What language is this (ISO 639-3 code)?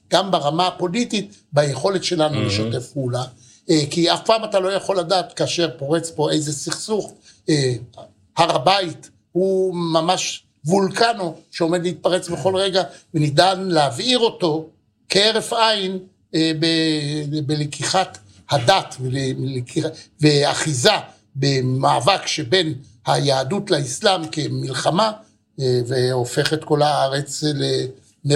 heb